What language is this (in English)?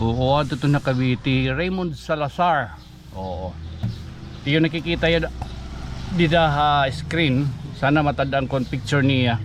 Waray